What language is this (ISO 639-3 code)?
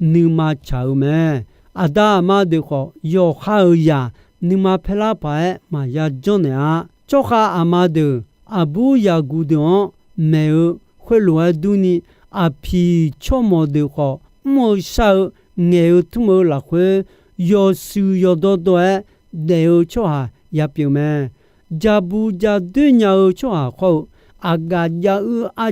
ahk